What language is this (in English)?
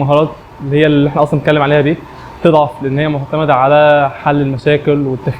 Egyptian Arabic